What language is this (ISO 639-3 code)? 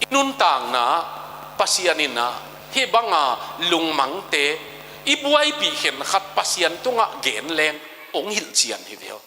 ctd